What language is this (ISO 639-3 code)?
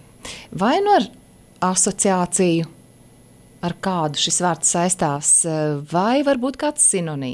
lav